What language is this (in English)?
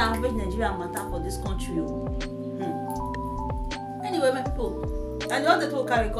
Nigerian Pidgin